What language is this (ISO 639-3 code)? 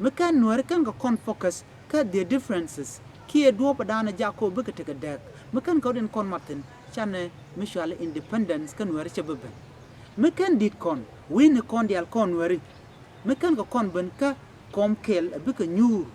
nus